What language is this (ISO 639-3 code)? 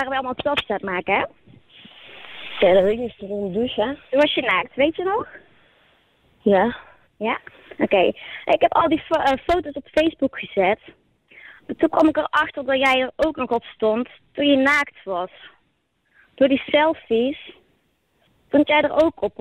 nld